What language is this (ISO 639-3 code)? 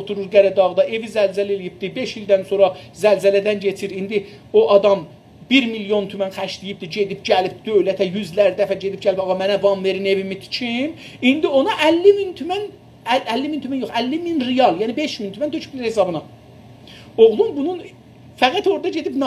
azb